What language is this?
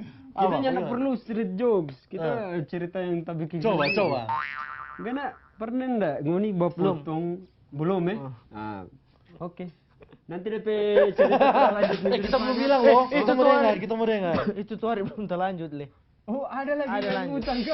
Manado Malay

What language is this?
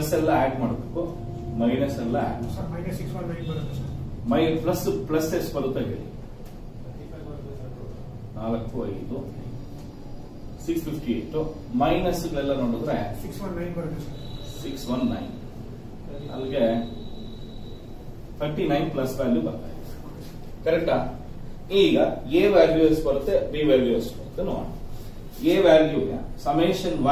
Kannada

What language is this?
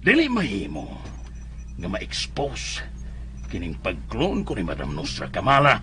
Cebuano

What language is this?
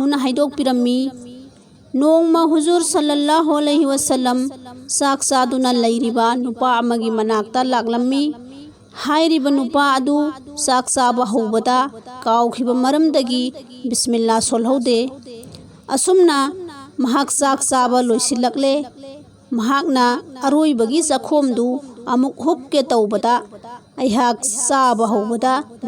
Manipuri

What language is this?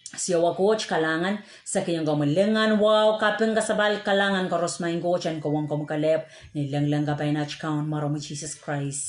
Pohnpeian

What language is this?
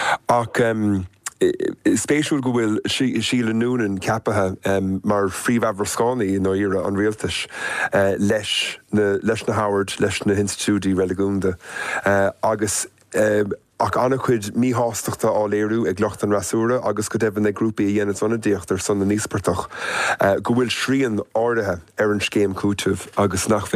Irish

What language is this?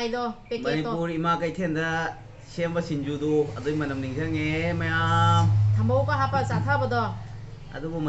Manipuri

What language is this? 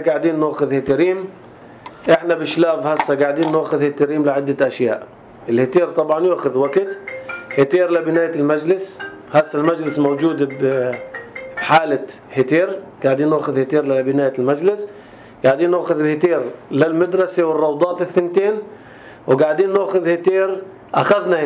North Levantine Arabic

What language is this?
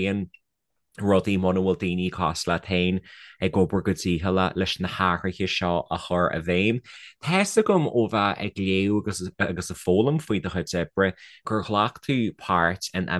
Irish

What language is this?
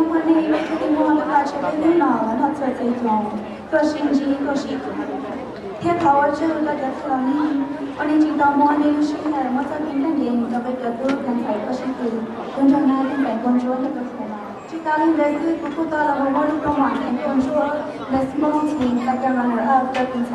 Hmong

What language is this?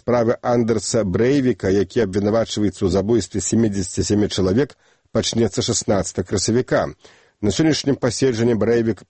Belarusian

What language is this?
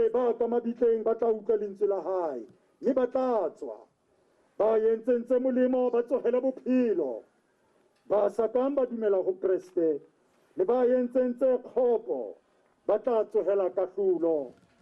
Tswana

